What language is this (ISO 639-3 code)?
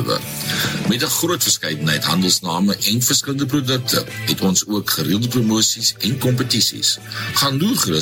afr